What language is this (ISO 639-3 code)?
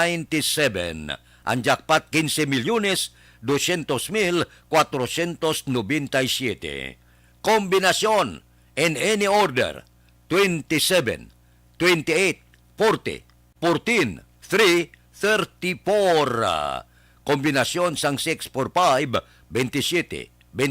hil